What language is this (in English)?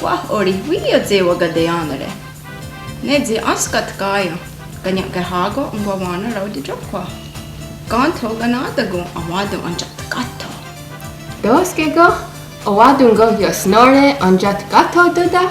Mohawk